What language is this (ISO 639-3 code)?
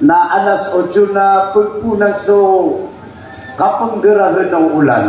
mrw